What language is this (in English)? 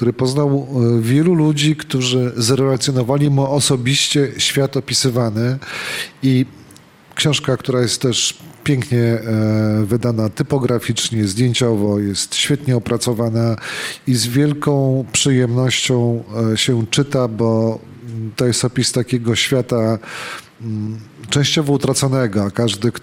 Polish